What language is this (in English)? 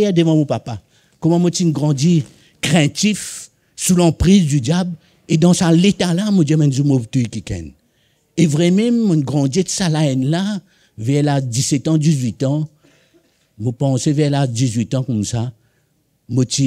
Morisyen